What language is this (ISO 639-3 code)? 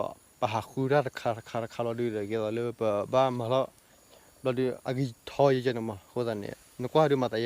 ksw